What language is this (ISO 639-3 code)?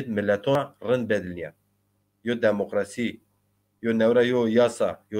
zza